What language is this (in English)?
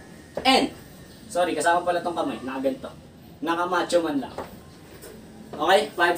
Filipino